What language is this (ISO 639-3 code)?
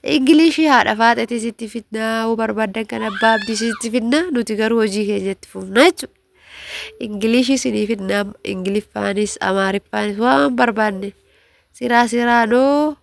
orm